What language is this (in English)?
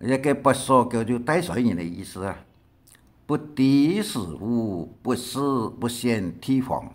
Hakka Chinese